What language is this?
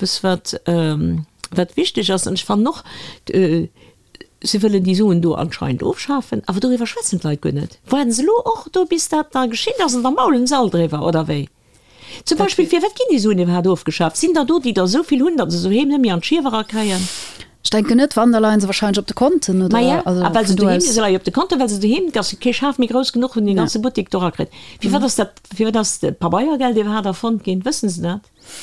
Luxembourgish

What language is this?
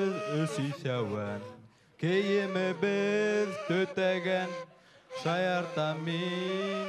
Bashkir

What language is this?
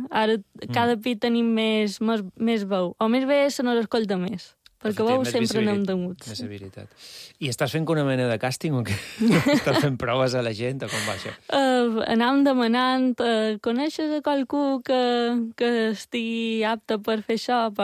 Catalan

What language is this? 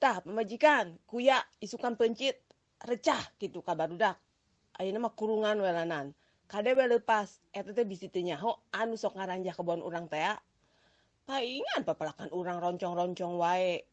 Sundanese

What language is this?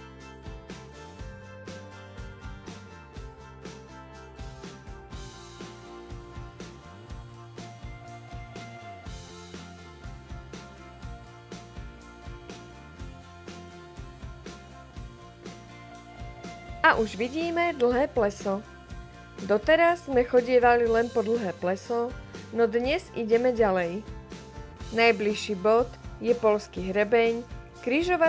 Slovak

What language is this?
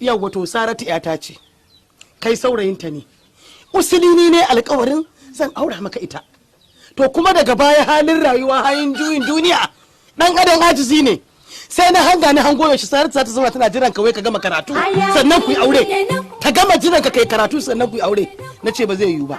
Hausa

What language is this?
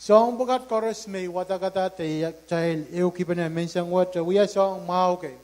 Pohnpeian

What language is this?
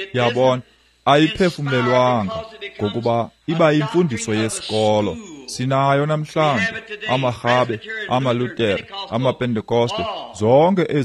Xhosa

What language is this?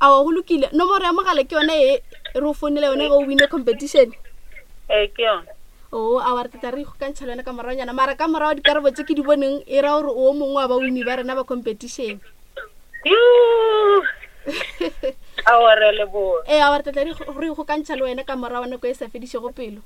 Northern Sotho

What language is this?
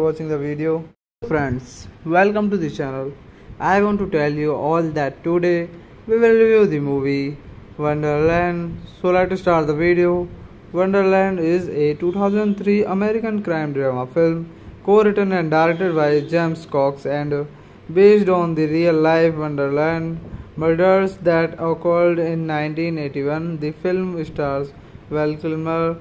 English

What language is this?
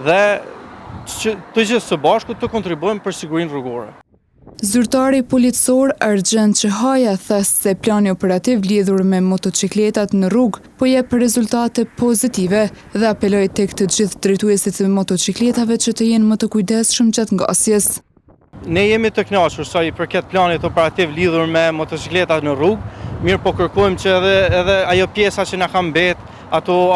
Albanian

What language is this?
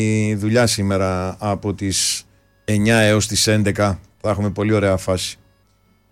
Greek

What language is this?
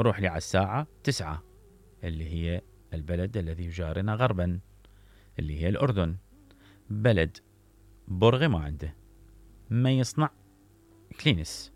Mesopotamian Arabic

